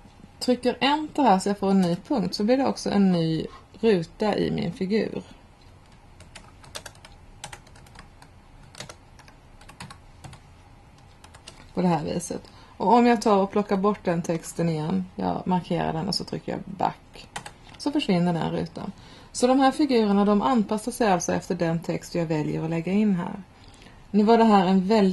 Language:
Swedish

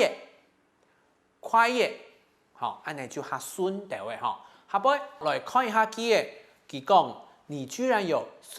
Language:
Hakka Chinese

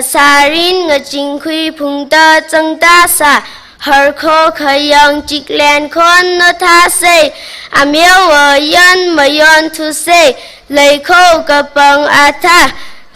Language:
Tangkhul Naga (India)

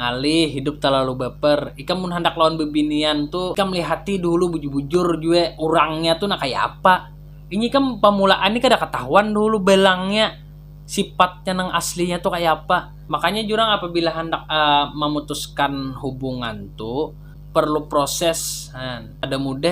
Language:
Banjar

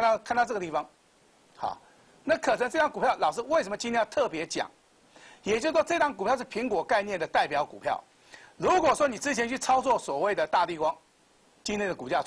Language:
Chinese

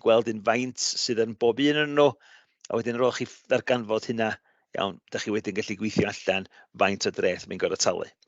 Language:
Welsh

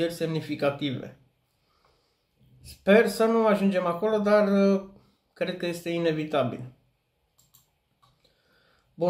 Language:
Romanian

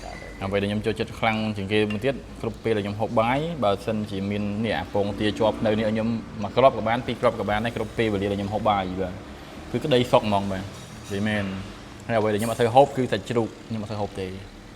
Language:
Khmer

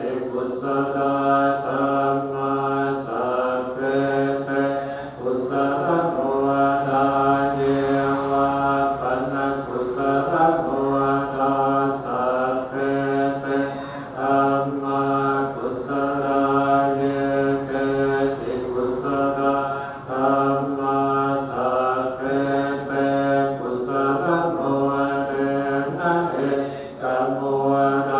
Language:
Pali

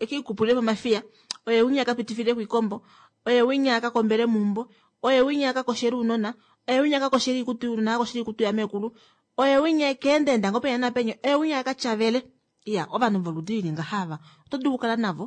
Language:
Kuanyama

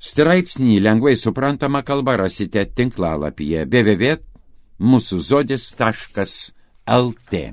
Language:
Lithuanian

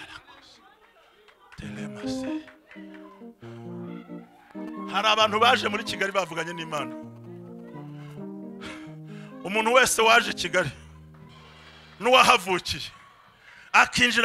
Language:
Kinyarwanda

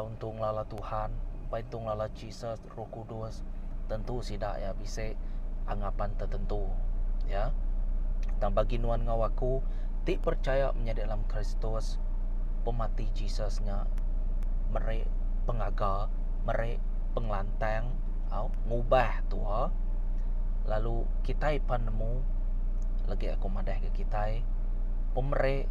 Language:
Iban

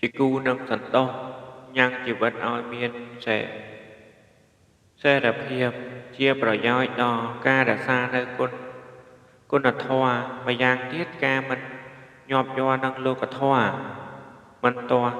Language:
Khmer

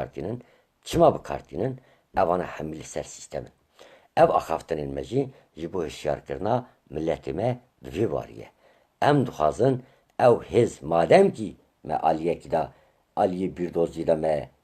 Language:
Kurdish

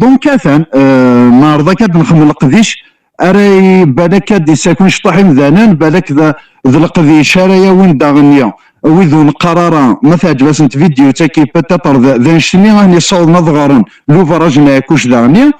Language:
Kabyle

